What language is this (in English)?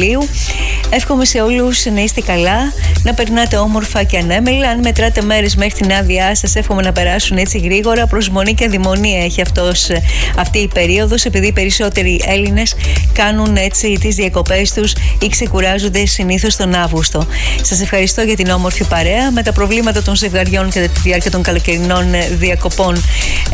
Greek